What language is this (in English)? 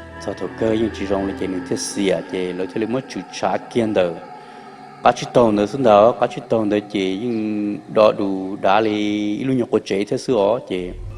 Hmong